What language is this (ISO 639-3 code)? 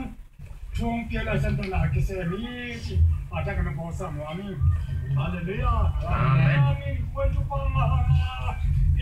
ctd